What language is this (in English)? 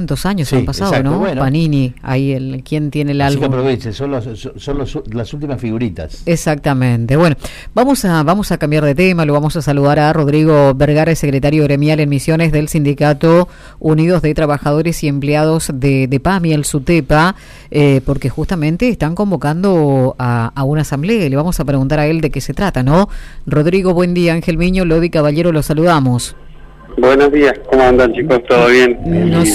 Spanish